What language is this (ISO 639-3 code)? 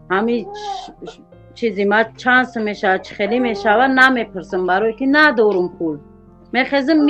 tgk